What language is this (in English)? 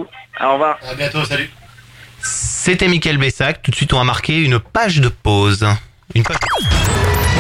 French